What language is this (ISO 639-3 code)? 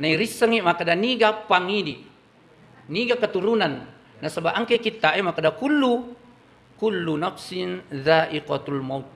bug